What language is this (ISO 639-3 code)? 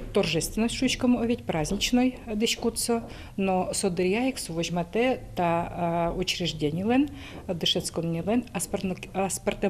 udm